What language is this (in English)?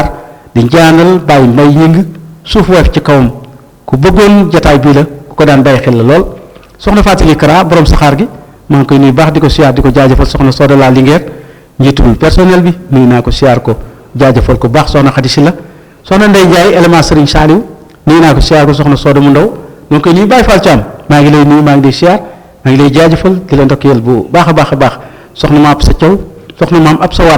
Wolof